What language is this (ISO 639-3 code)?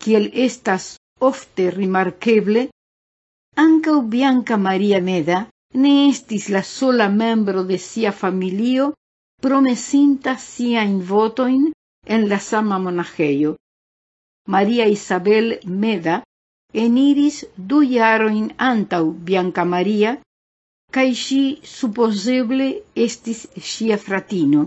epo